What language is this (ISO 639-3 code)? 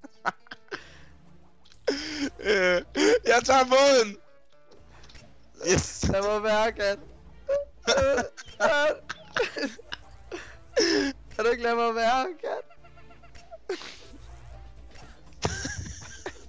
dan